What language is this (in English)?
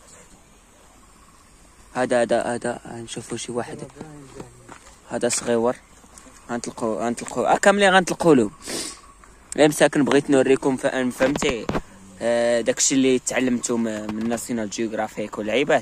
Moroccan Arabic